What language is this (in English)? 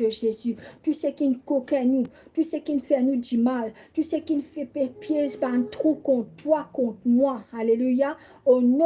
Morisyen